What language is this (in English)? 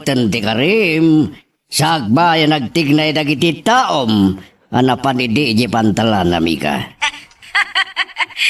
Iloko